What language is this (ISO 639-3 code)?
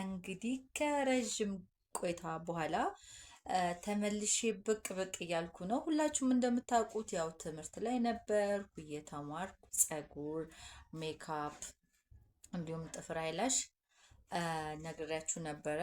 amh